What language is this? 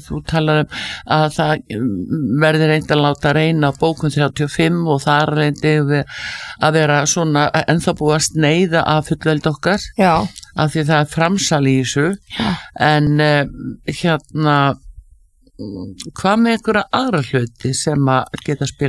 Icelandic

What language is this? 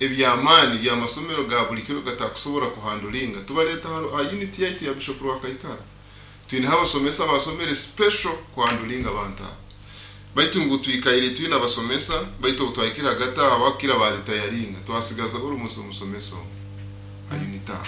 Nyoro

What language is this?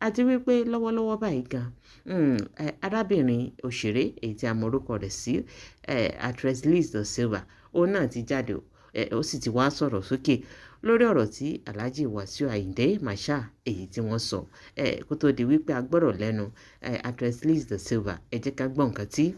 Yoruba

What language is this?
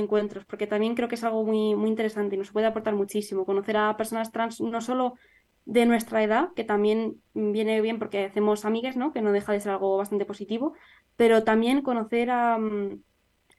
Spanish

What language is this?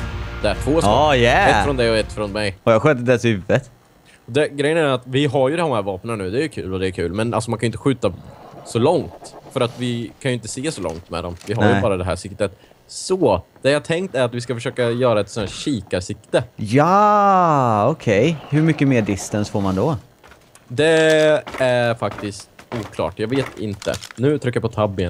Swedish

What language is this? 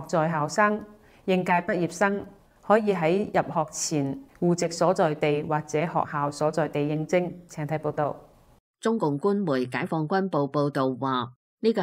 Cantonese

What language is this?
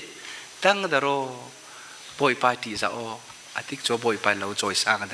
Falam Chin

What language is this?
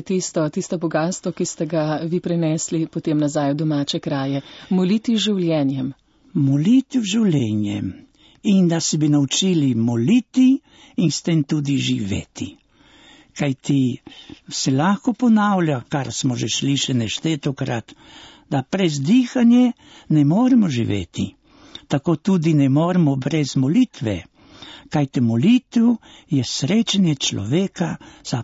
Slovenian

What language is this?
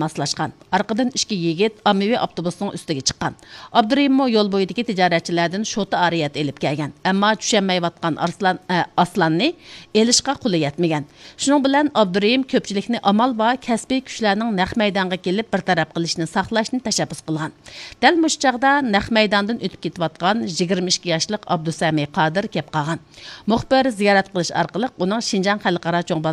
Uyghur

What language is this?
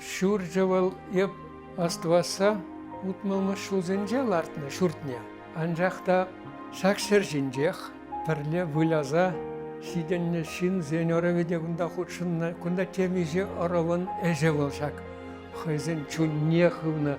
Chuvash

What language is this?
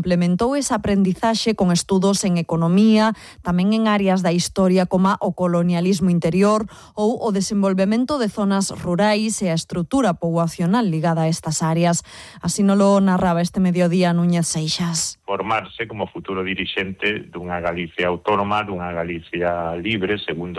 Galician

